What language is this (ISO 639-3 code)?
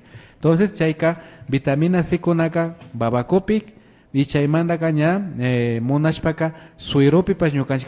qvi